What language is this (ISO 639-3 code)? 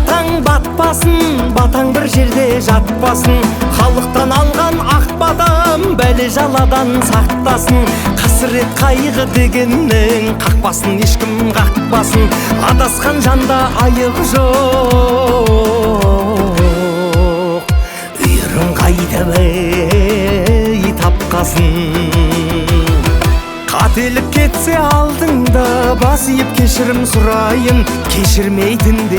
kaz